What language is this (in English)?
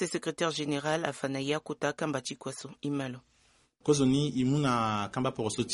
Sango